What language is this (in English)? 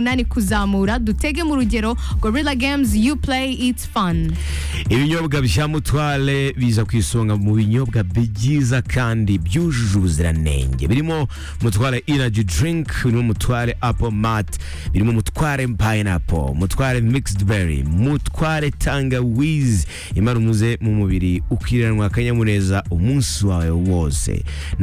Kinyarwanda